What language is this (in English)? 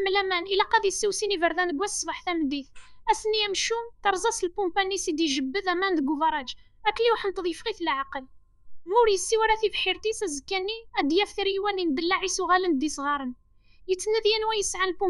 Kabyle